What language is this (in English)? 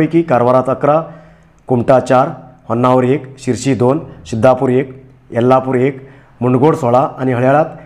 Konkani